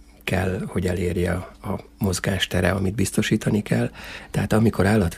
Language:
Hungarian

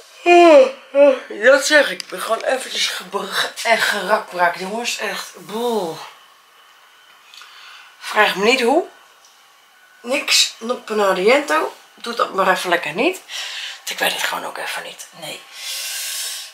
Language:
Dutch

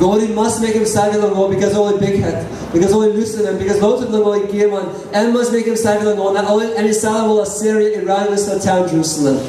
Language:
Tok Pisin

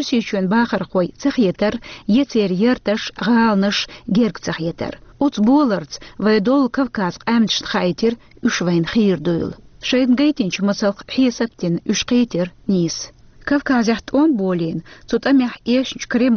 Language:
Chechen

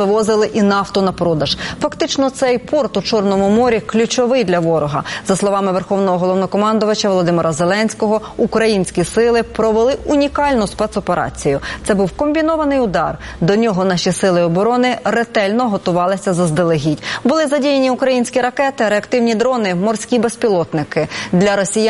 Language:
Ukrainian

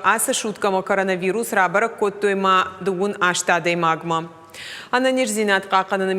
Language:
Ossetic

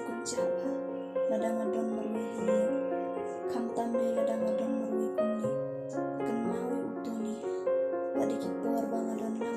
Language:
Khasi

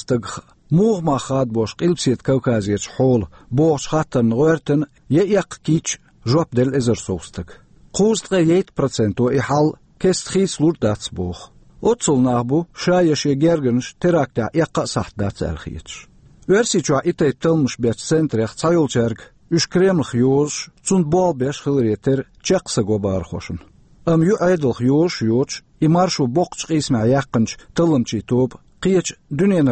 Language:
Chechen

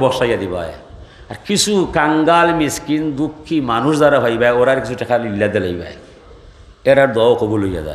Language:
Sylheti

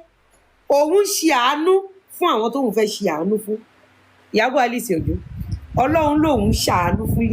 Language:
Yoruba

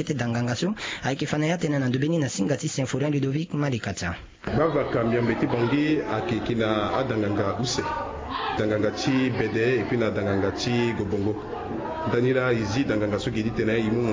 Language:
Sango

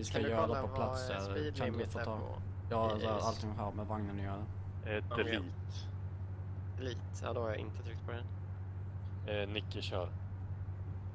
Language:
Swedish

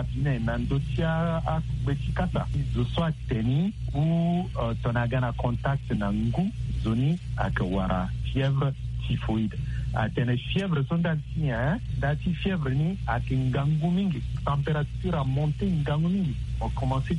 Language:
Sango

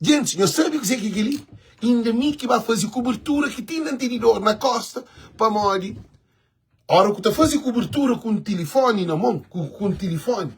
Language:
Kabuverdianu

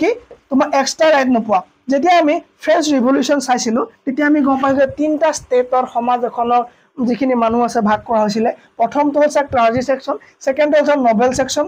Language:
Assamese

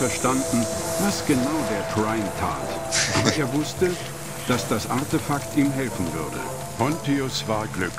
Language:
Swiss German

